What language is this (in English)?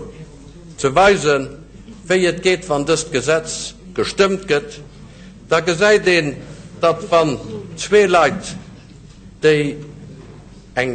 Luxembourgish